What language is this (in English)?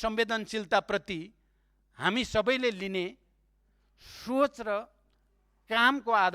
Nepali